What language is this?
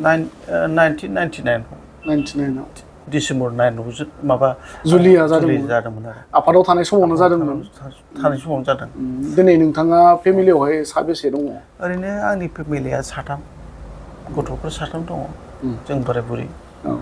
Bodo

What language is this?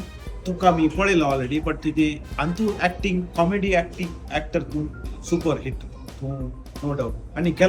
Konkani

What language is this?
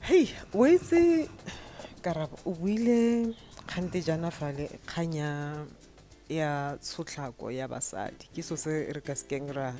Tswana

